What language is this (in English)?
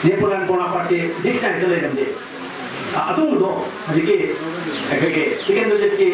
Manipuri